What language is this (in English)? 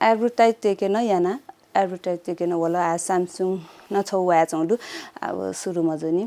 Newari